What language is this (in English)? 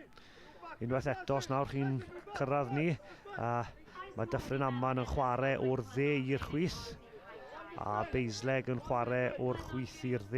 Welsh